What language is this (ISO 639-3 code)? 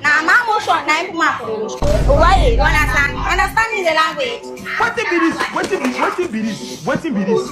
pcm